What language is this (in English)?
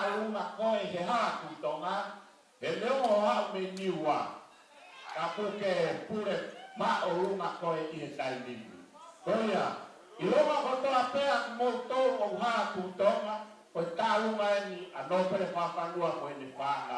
Tongan